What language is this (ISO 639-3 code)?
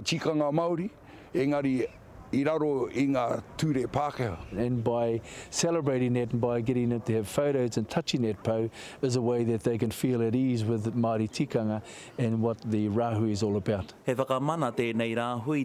mri